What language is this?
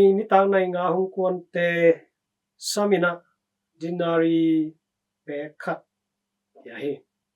Tedim Chin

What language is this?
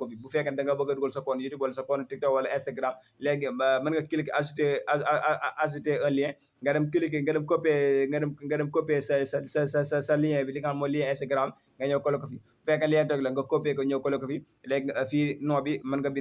Wolof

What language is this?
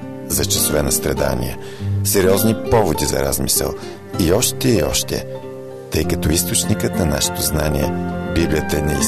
Bulgarian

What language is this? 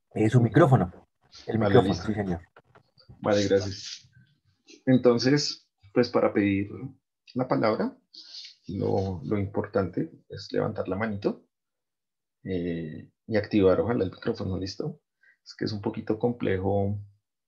Spanish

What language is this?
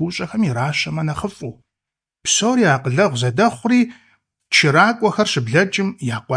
Kabardian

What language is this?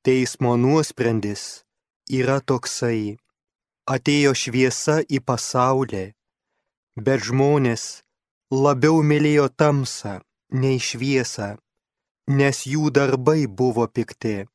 Lithuanian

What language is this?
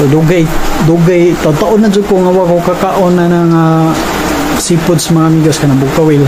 Cebuano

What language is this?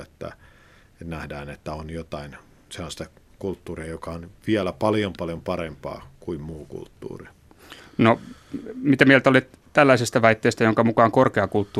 Finnish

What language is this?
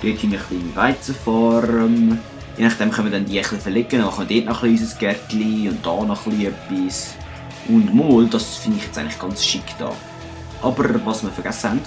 Swiss German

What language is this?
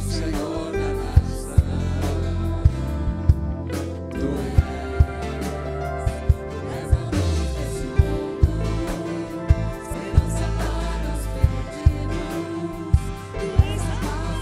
Portuguese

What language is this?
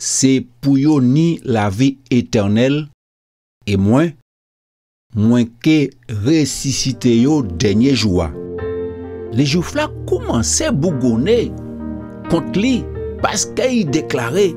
Guadeloupean Creole French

